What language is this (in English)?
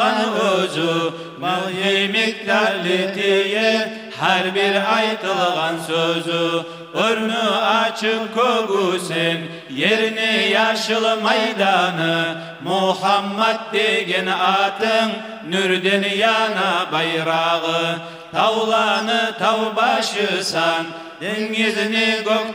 Kumyk